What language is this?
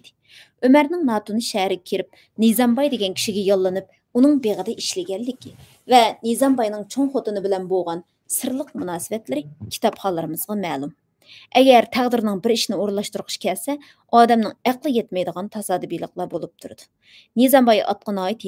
Uyghur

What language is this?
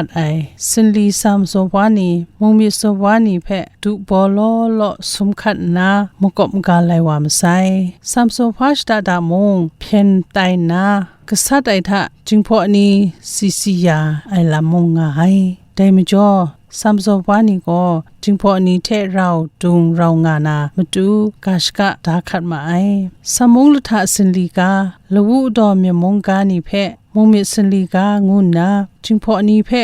Kachin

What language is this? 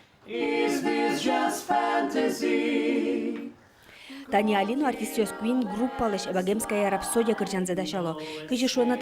Udmurt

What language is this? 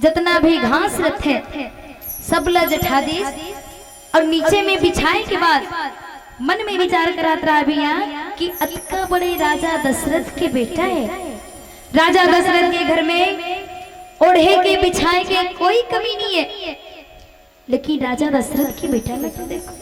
Chhattisgarhi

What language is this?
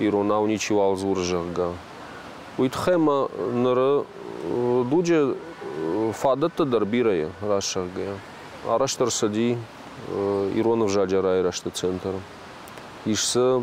Ossetic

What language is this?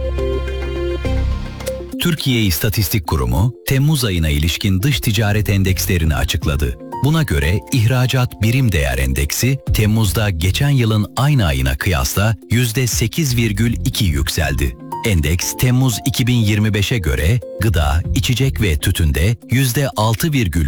Turkish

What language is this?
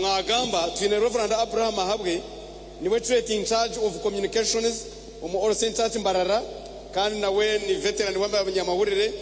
Nyankole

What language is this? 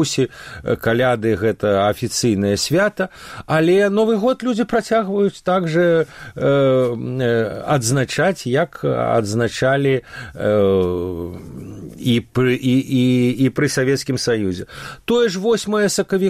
Belarusian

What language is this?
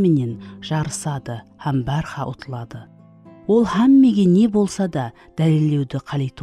Kara-Kalpak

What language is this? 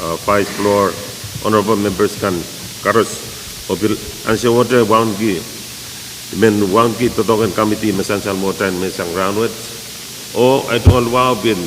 Pohnpeian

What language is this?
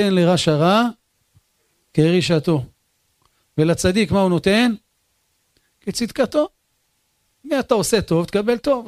Hebrew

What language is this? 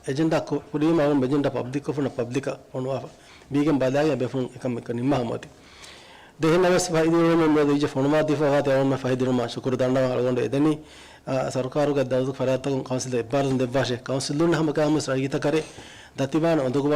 Divehi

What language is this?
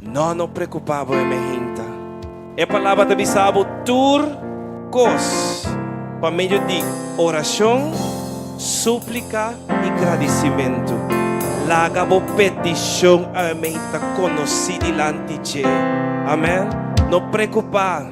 Papiamento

